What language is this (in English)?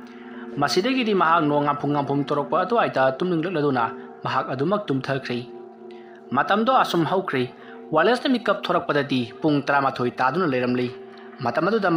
Manipuri